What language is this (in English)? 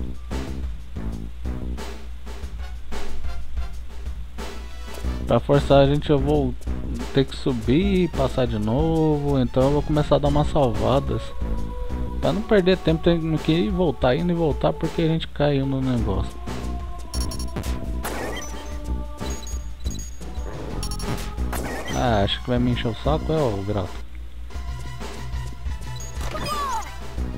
Portuguese